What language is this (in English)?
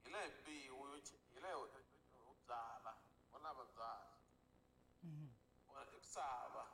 Tsonga